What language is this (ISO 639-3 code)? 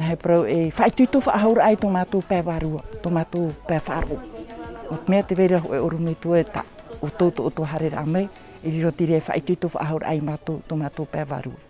tah